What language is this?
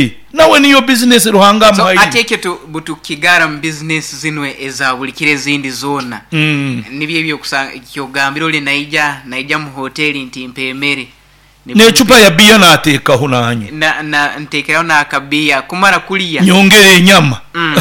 Nyoro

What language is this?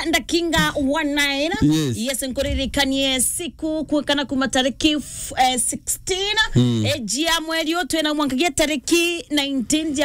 Meru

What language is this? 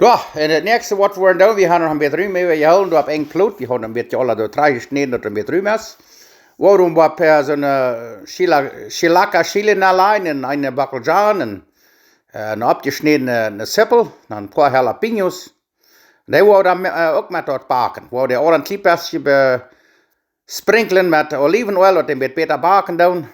Plautdietsch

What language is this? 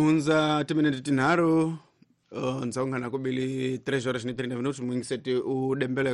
Tsonga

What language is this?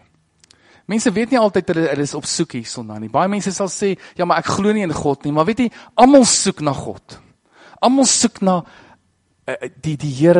Afrikaans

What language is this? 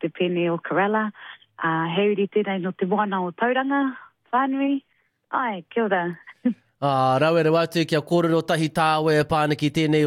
Māori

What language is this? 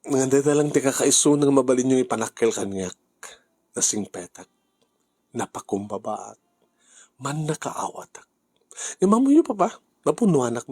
Iloko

